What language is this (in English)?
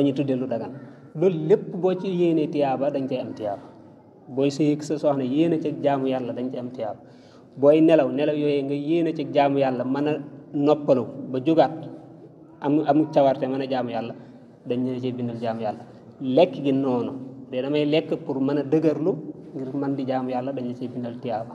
Wolof